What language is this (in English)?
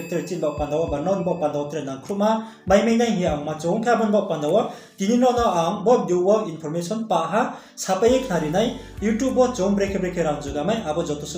Riang (India)